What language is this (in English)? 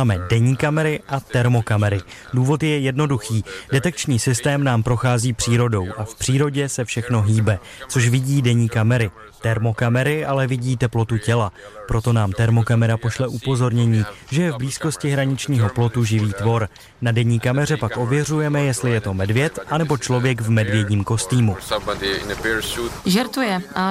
Czech